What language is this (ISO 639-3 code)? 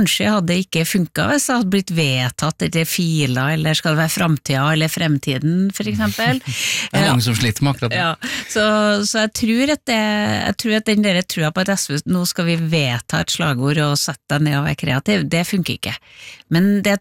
nor